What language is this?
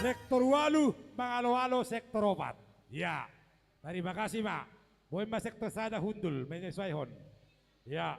Batak Simalungun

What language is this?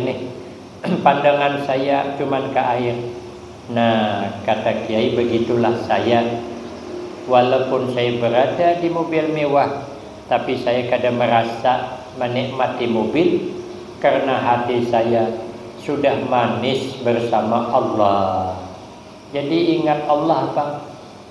Banjar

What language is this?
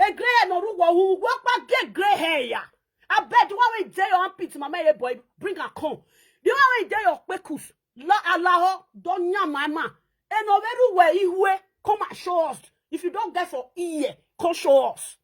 Nigerian Pidgin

